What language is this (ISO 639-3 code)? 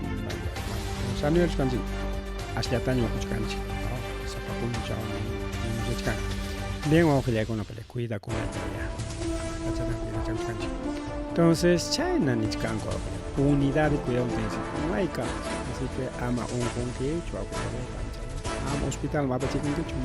quy